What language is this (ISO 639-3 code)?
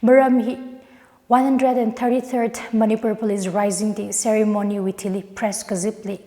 nmf